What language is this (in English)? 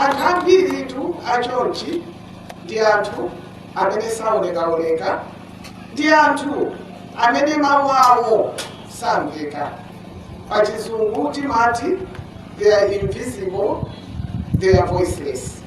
Nyanja